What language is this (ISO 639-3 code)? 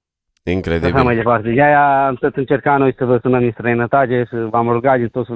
ron